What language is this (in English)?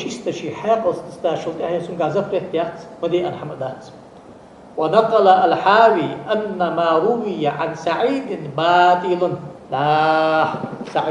Ingush